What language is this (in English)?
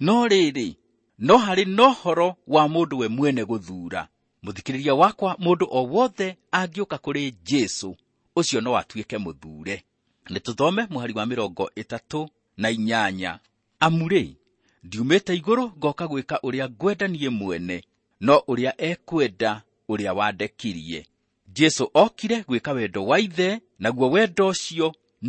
Kikuyu